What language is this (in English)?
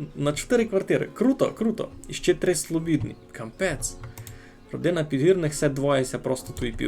Rusyn